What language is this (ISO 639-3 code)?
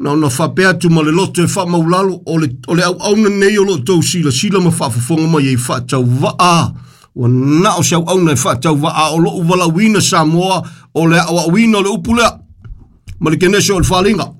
smo